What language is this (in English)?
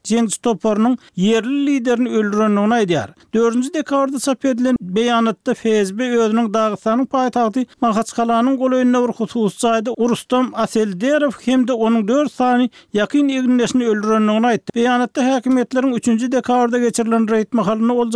Turkmen